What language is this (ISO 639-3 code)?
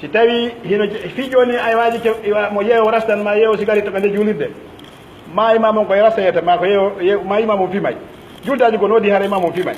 fuf